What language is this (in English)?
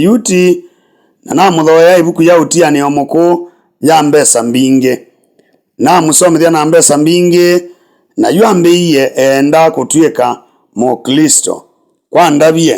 Kamba